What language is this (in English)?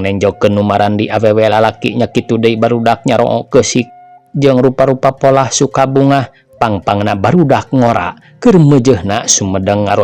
Sundanese